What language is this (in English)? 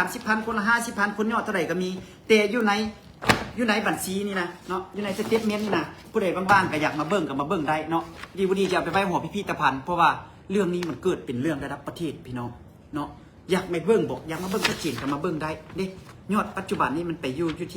Lao